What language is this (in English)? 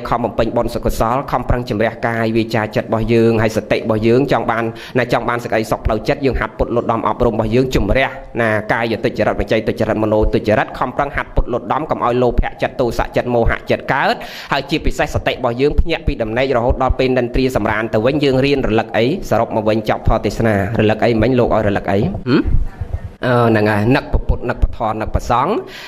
Khmer